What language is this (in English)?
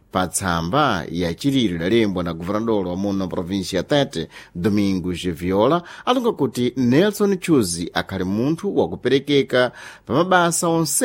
Sena